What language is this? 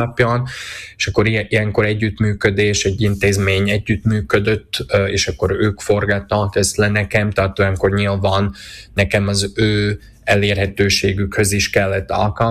Hungarian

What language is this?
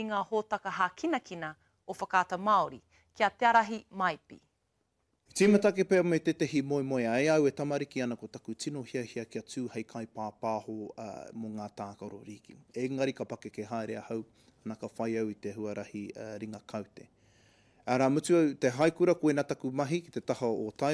Māori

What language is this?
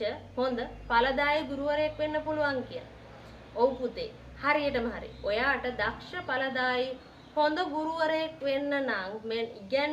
Sinhala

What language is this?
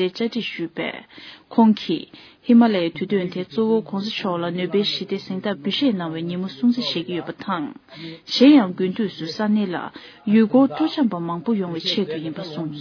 Tibetan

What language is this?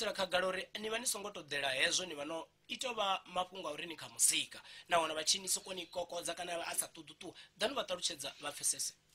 Venda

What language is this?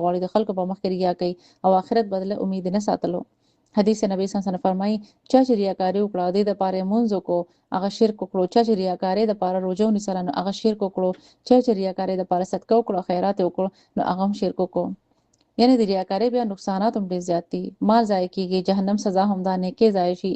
Pashto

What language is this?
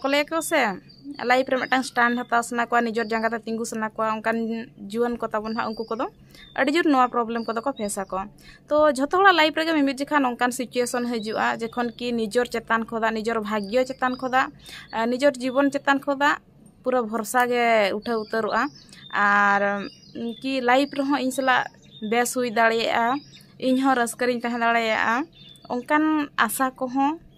Santali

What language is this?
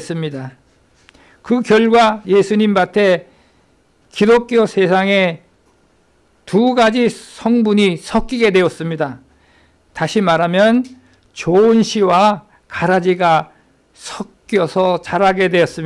Korean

